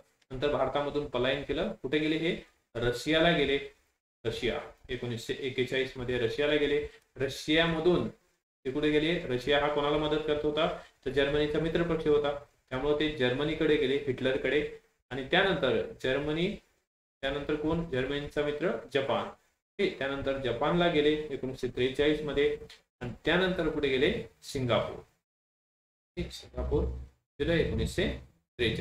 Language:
Marathi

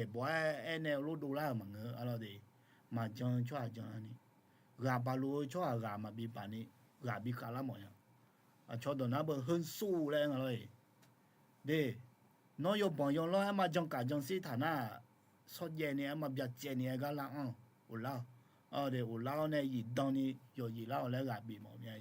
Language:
Akha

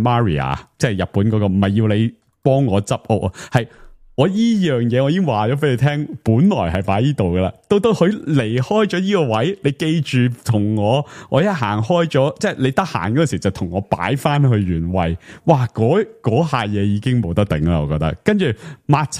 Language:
Cantonese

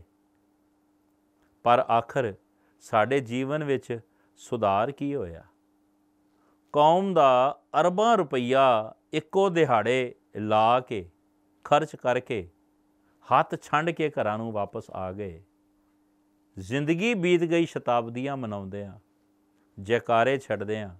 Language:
Punjabi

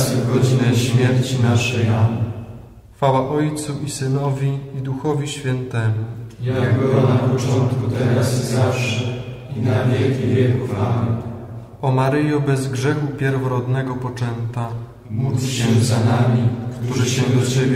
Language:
Polish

